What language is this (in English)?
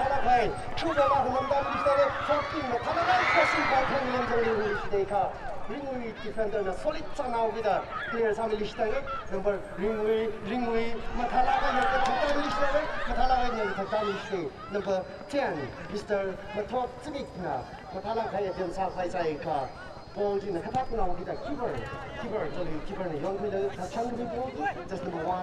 Tangkhul Naga (India)